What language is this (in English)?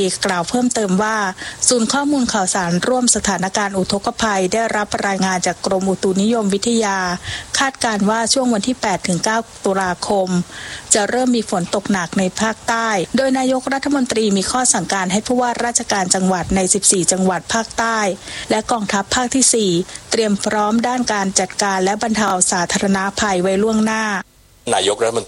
Thai